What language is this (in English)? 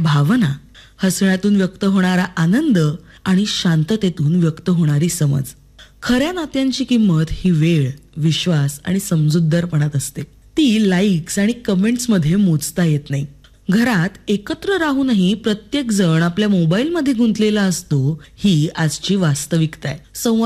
Marathi